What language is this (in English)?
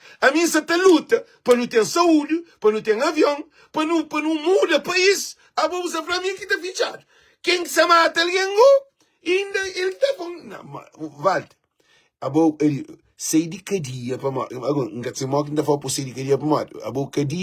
Kabuverdianu